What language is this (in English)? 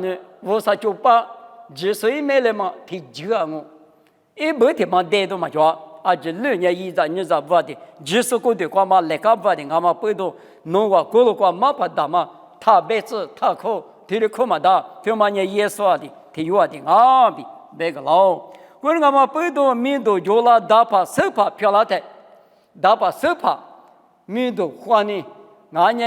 Lisu